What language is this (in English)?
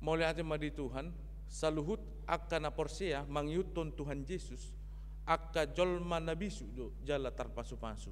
Batak Toba